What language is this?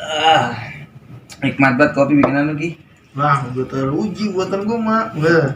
Betawi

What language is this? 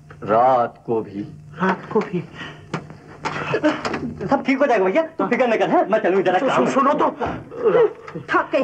Hindi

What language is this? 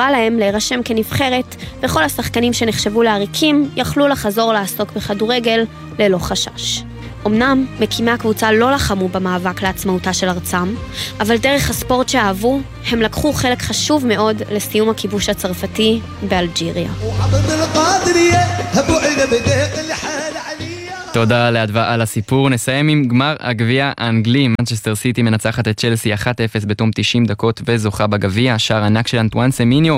Hebrew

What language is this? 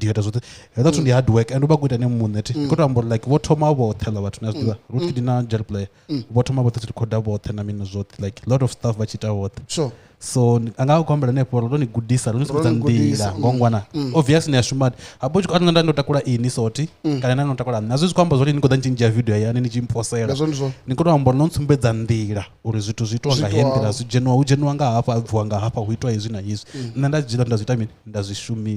Venda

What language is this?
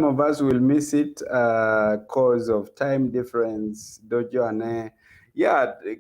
Acoli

